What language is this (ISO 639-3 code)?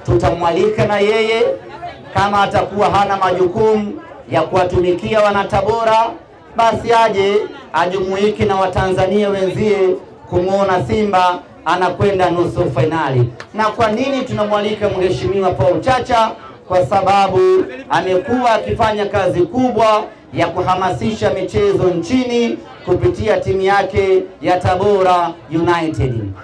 swa